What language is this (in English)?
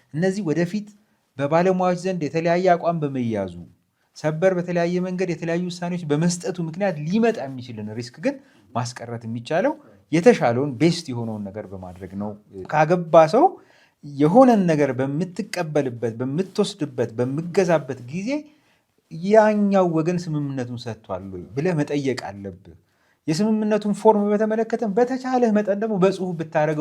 Amharic